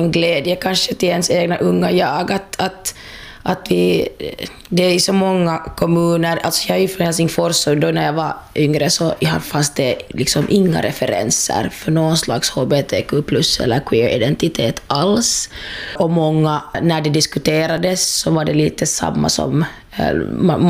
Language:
Swedish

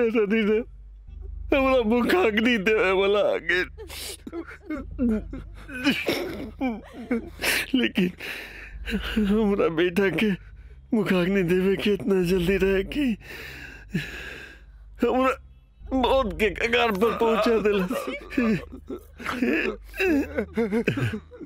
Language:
Bhojpuri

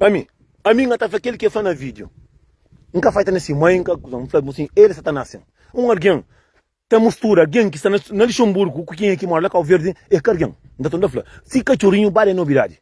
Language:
Kabuverdianu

